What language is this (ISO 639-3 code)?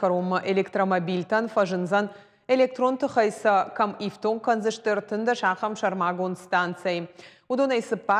oss